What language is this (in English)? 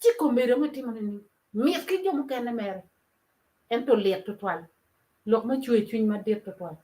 Acoli